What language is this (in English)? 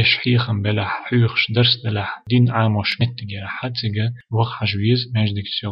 Chechen